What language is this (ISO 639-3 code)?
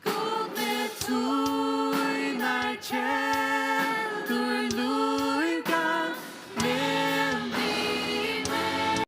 fao